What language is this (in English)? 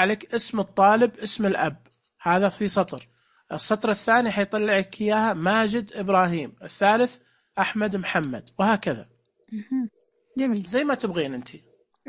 Najdi Arabic